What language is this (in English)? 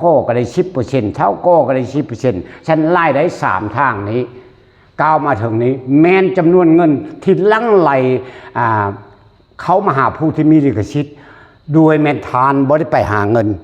Lao